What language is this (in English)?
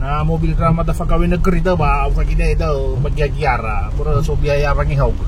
Nias